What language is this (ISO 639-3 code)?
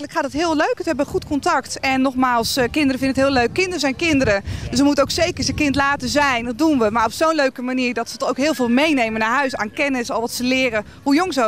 nld